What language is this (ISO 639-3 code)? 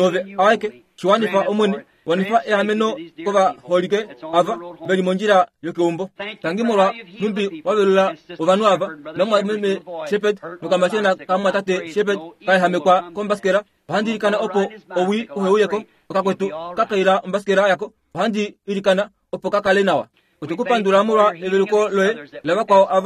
kua